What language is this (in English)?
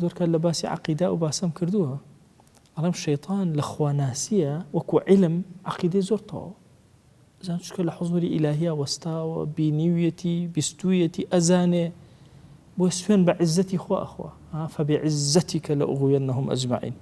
Central Kurdish